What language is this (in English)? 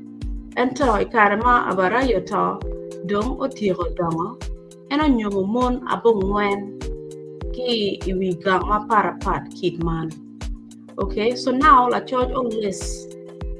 Acoli